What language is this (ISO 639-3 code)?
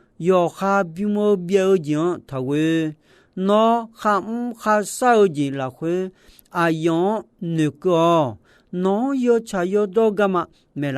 ahk